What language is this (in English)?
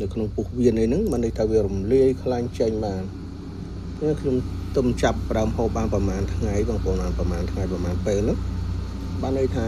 Khmer